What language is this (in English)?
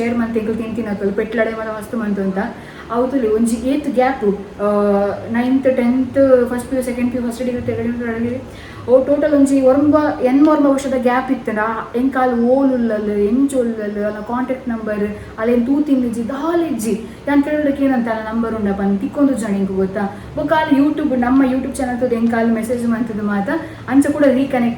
Tulu